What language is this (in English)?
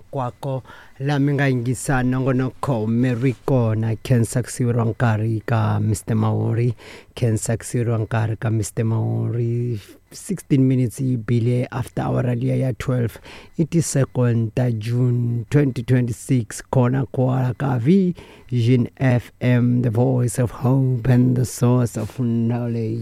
Tsonga